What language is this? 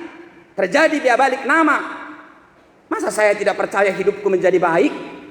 Batak Toba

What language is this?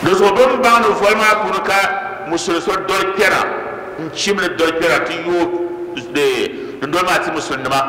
Dagbani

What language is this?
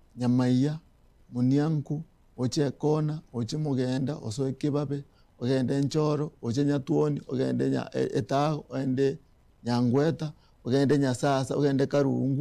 Gusii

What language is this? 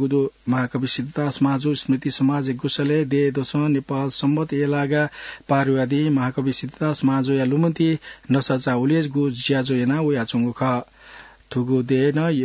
Newari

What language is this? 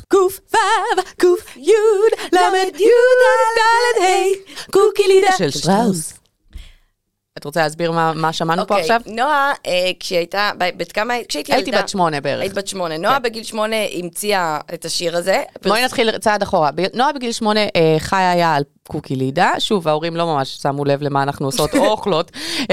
Hebrew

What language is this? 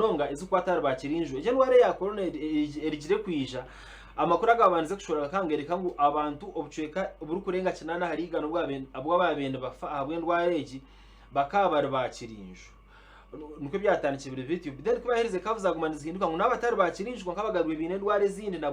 Nyankole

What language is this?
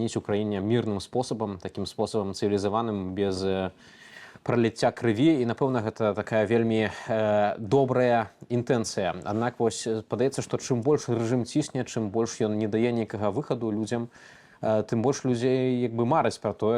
Belarusian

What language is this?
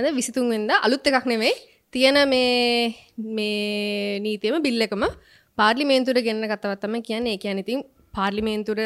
Sinhala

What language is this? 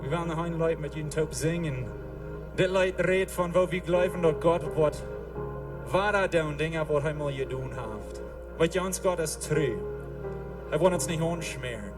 Plautdietsch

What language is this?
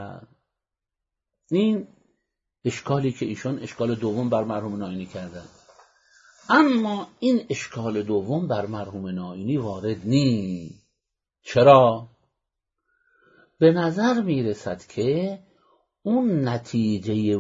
Persian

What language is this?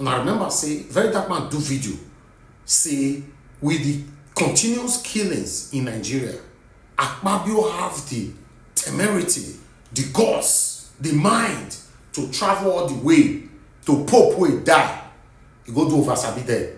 Nigerian Pidgin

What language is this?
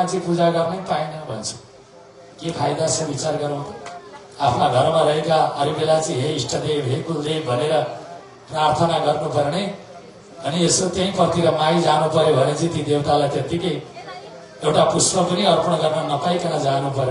Nepali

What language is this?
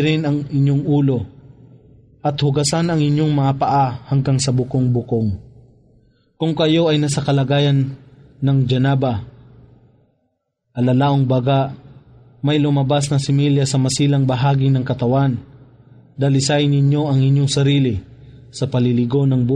Filipino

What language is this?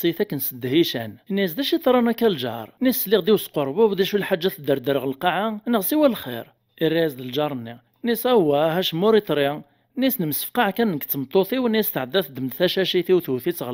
Kabyle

